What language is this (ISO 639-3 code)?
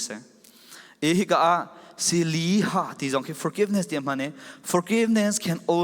cfm